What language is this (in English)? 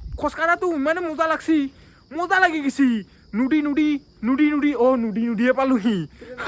Assamese